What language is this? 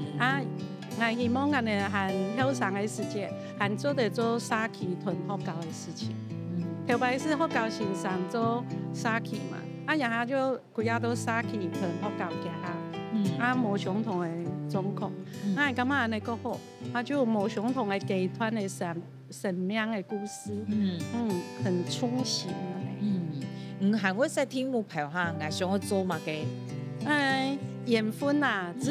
Hakka Chinese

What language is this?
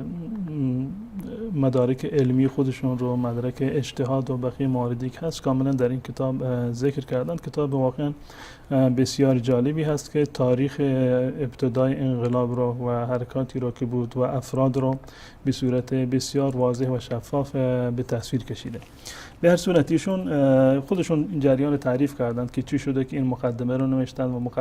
Persian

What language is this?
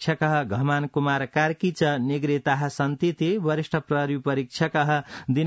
Sanskrit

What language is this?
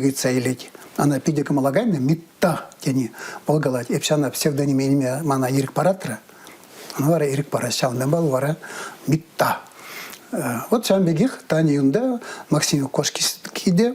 Chuvash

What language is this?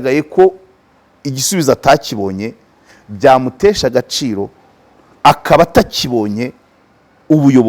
Kinyarwanda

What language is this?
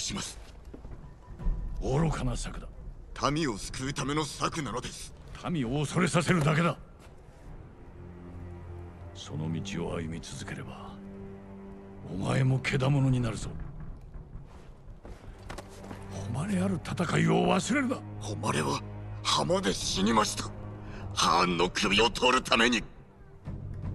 Japanese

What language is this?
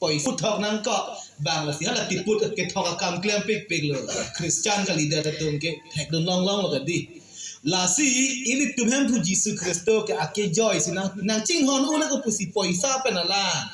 Karbi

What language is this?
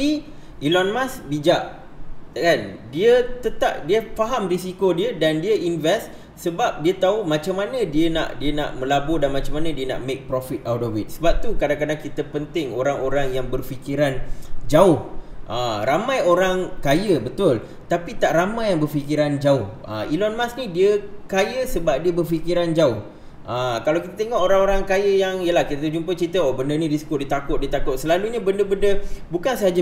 Malay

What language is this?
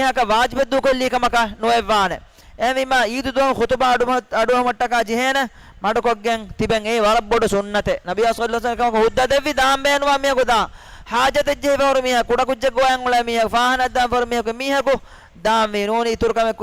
Divehi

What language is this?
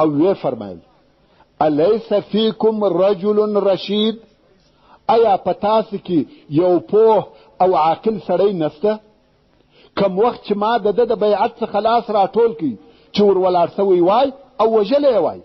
Pashto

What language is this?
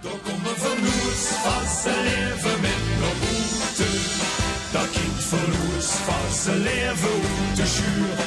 Limburgish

